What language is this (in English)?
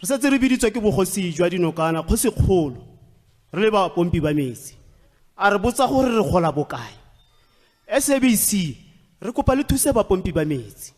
Tswana